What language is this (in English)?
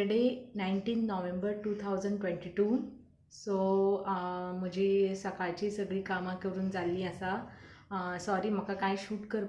Konkani